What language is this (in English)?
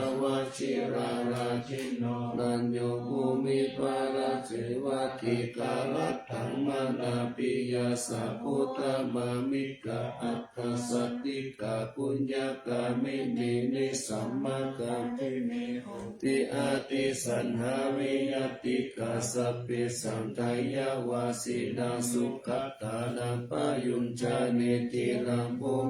Pali